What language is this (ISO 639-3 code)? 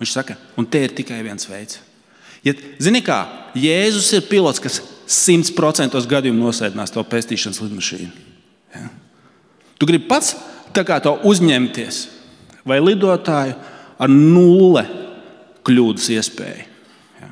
lav